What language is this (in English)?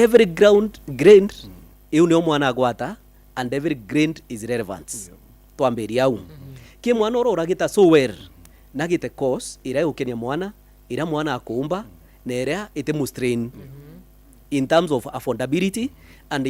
Meru